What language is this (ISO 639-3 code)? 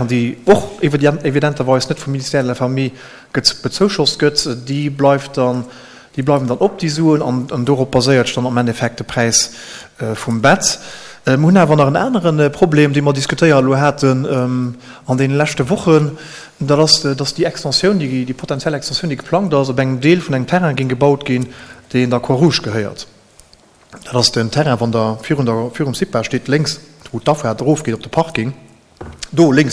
ltz